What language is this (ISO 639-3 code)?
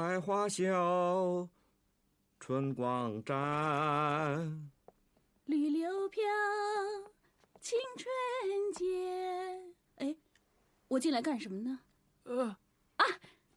zho